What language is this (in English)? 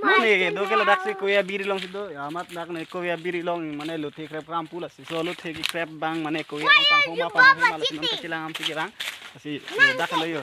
Karbi